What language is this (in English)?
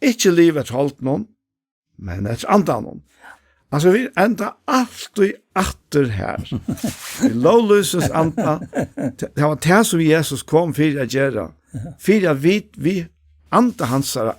Faroese